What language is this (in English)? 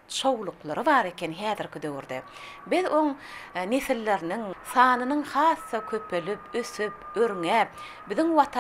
Turkmen